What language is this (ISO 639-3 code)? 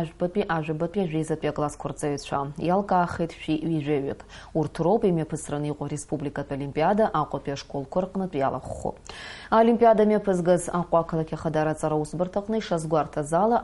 abk